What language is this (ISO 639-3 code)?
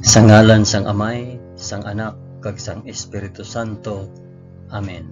hil